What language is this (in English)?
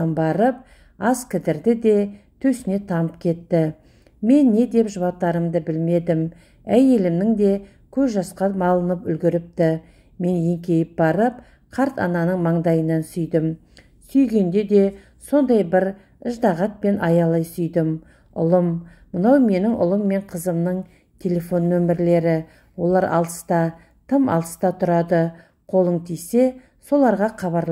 Kazakh